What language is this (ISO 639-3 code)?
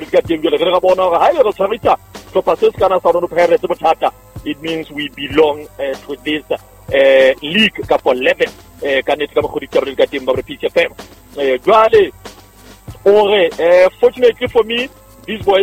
sot